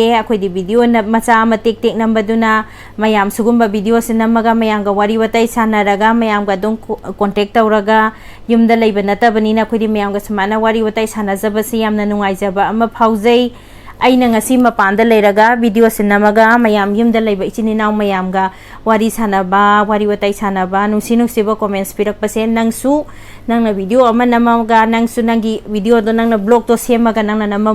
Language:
Manipuri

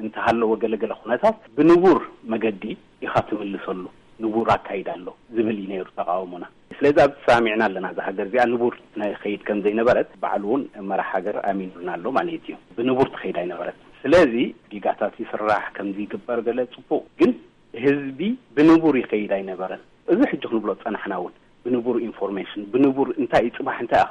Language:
Tigrinya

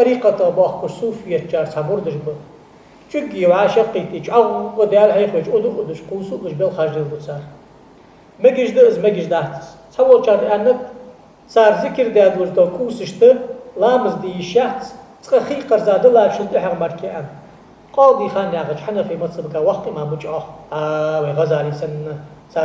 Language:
Ingush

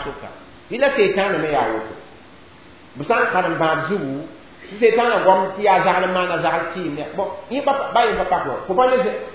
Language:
Mossi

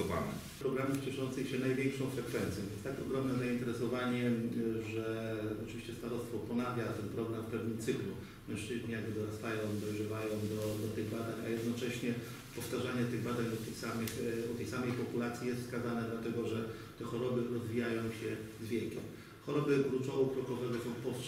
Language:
Polish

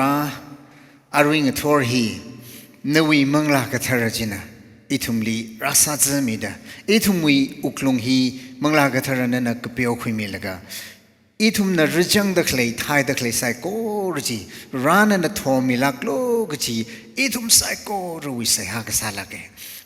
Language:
Tangkhul Naga (India)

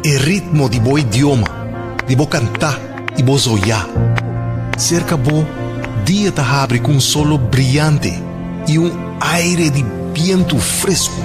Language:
Papiamento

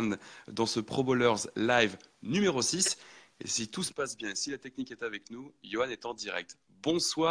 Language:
French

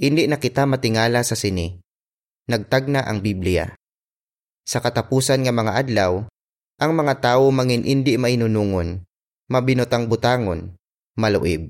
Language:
Hiligaynon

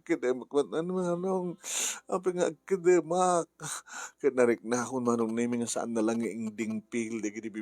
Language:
Iloko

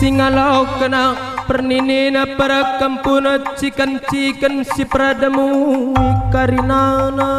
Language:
Batak Karo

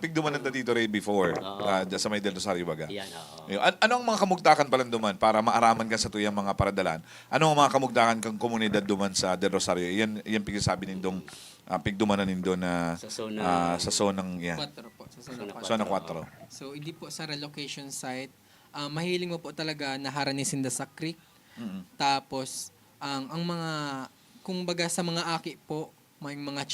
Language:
Bikol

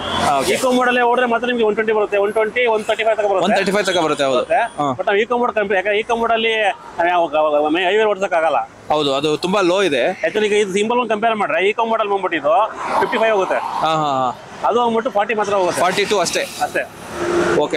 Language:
Kannada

